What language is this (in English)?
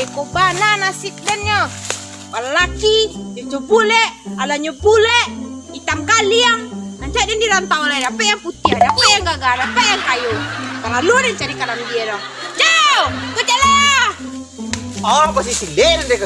Minangkabau